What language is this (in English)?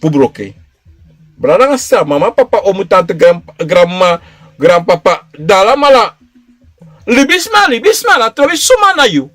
Sranan Tongo